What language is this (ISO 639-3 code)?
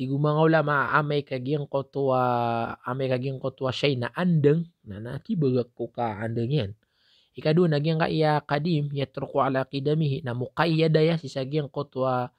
mrw